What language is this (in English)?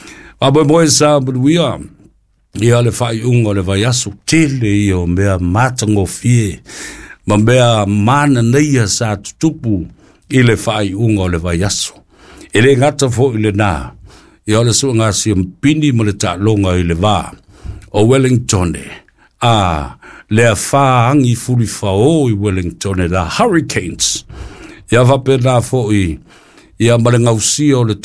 Samoan